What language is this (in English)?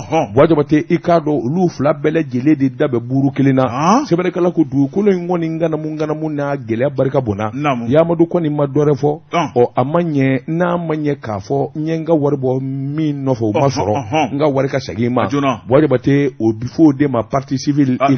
Bambara